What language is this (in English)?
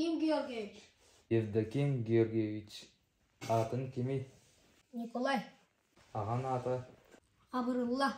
Yakut